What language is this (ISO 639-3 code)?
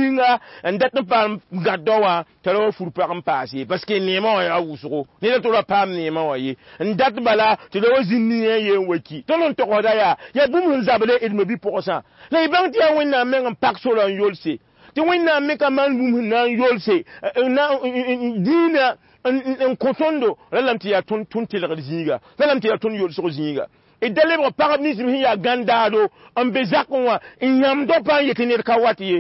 mos